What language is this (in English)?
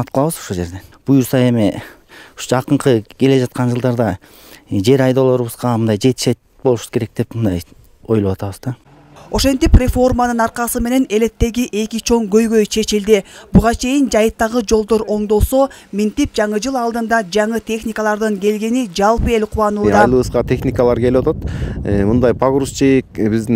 Kyrgyz